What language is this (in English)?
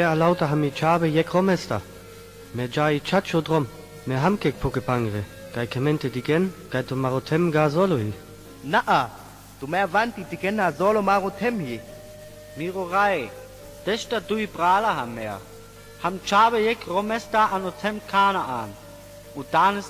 Sinte Romani